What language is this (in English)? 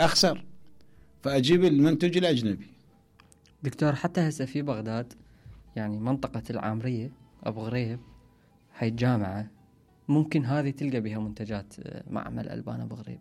Mesopotamian Arabic